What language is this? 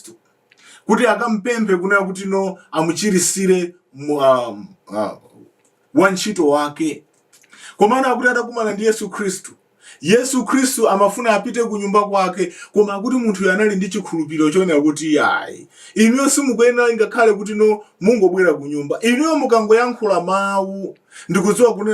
Nyanja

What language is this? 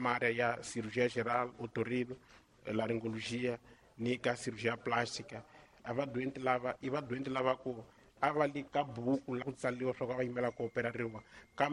Tsonga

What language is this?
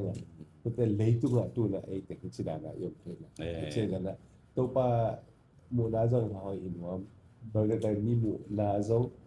Tedim Chin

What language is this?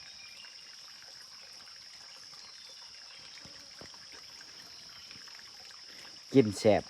Lao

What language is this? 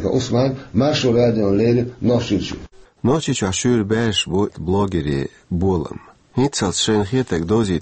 Chechen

